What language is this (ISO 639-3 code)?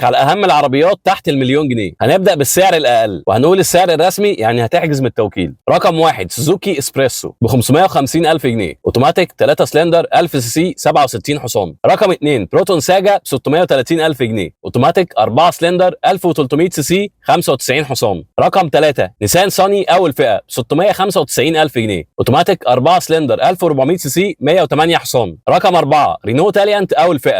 arz